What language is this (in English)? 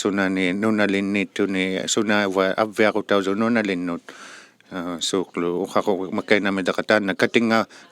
Inuktitut